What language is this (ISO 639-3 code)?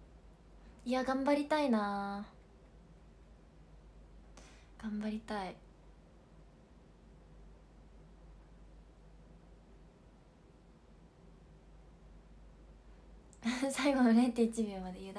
jpn